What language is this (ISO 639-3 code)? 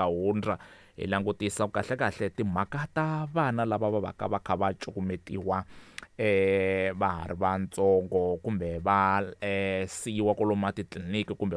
tso